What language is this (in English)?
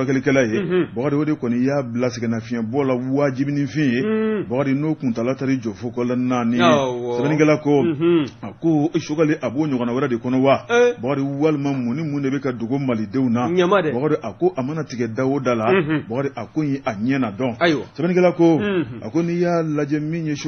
Bambara